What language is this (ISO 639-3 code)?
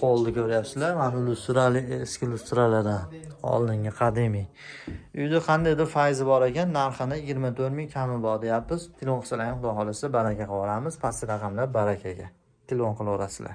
uzb